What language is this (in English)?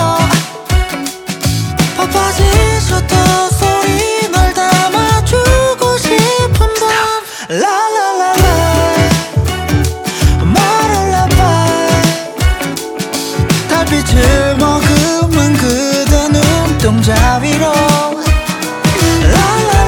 Korean